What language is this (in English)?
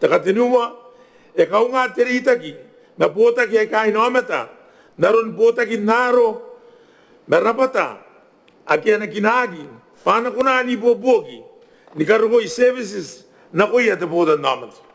Gilbertese